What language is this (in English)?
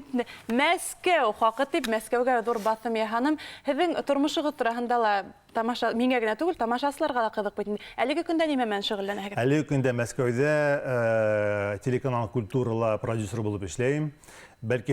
Bashkir